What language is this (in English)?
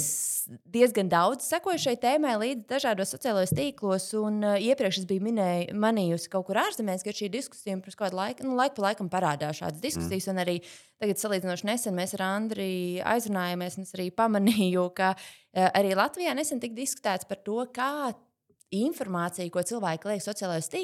Latvian